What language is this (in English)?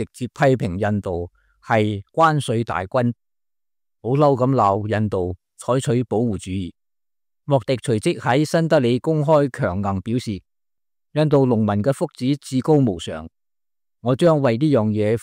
Cantonese